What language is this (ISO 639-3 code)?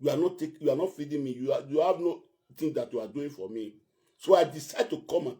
pcm